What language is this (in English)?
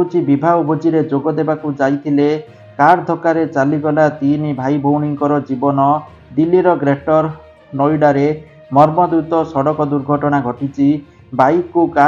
Odia